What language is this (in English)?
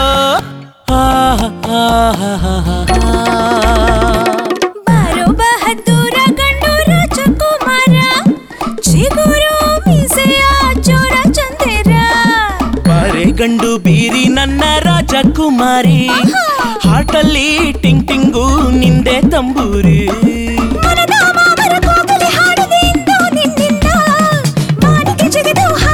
Kannada